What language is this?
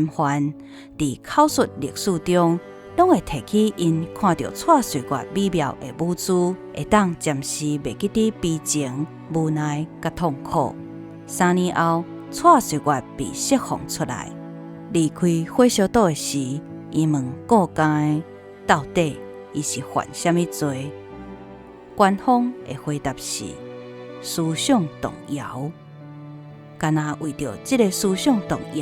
Min Nan Chinese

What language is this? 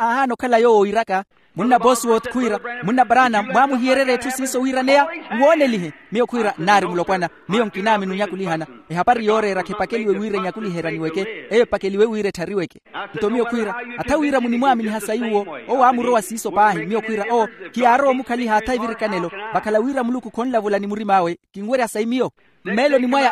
Makhuwa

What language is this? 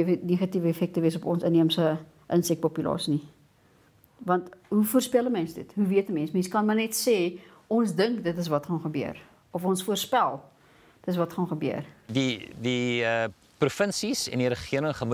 Afrikaans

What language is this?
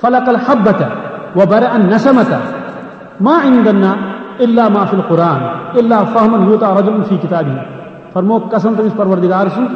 Kashmiri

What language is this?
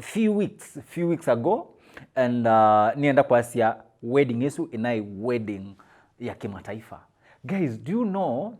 Kamba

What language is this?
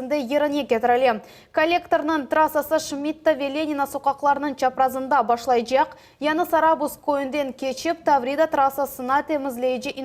Crimean Tatar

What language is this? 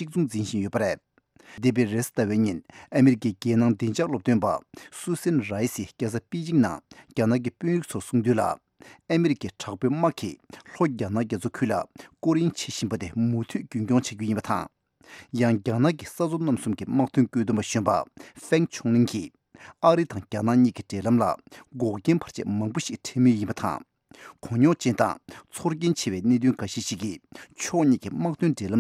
Tibetan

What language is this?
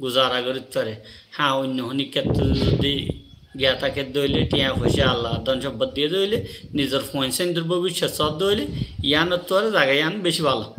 Rohingya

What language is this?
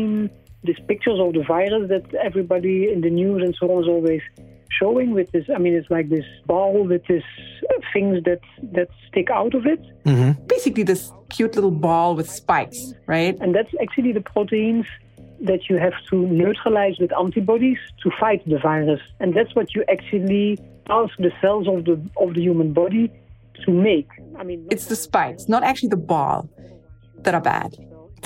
English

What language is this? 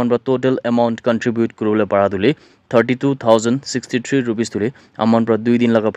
Naga Pidgin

